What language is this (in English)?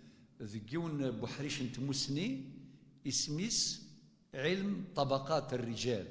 Kabyle